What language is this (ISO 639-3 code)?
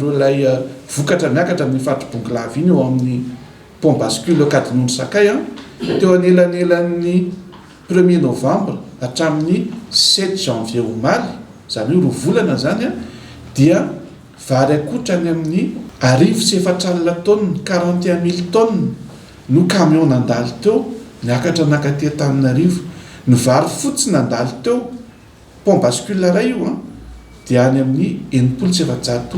mlg